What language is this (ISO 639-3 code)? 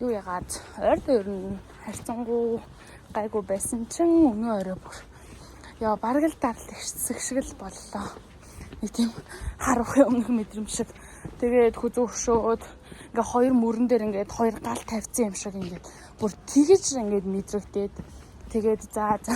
mon